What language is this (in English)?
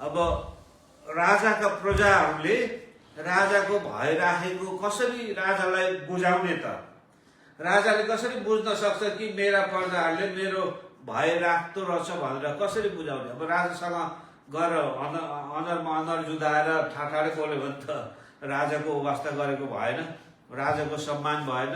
Nepali